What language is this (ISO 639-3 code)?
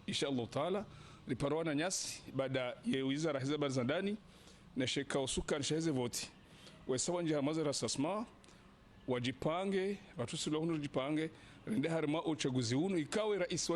zdj